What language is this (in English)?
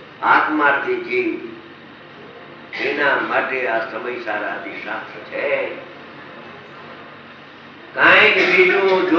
Gujarati